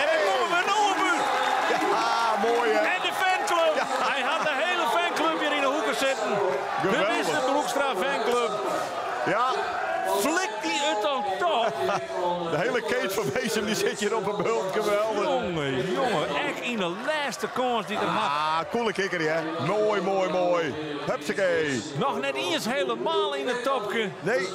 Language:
Western Frisian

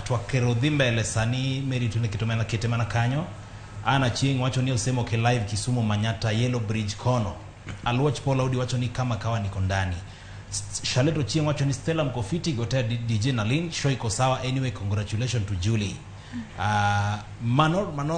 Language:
Luo (Kenya and Tanzania)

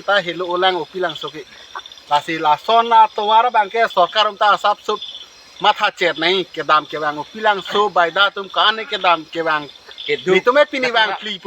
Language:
Karbi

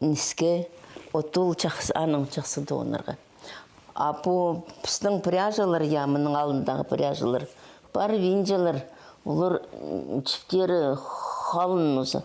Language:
Khakas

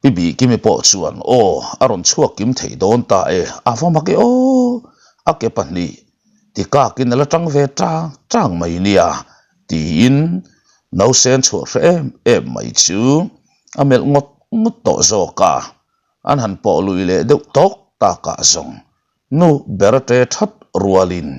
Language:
Mizo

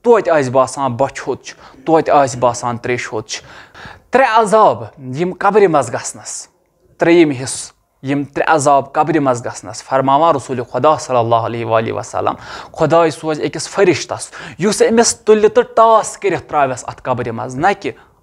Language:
Kashmiri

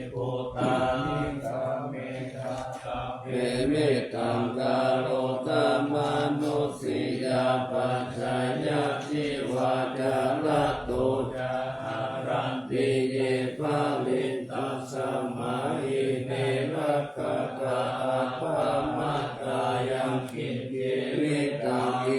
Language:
Pali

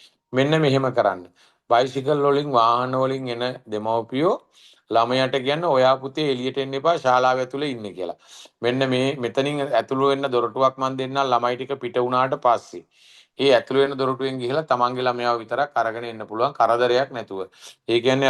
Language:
Sinhala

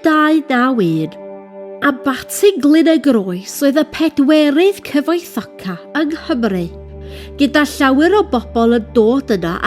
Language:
Welsh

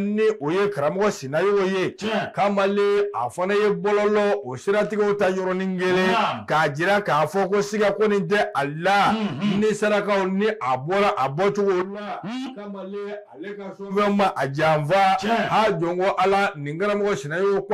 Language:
Bambara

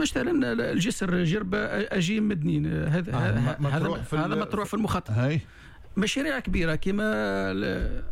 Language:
Tunisian Arabic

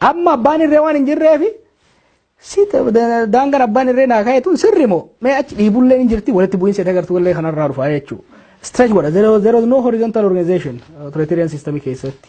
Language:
Oromo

